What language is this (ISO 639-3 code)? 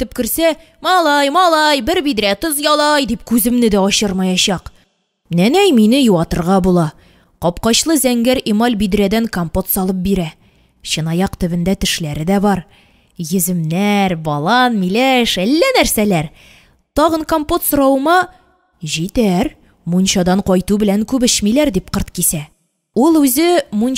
tat